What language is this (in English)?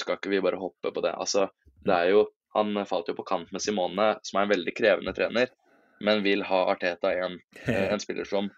Norwegian